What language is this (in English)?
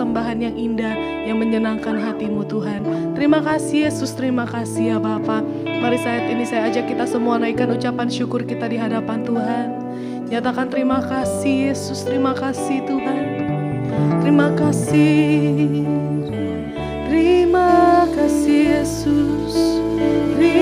Indonesian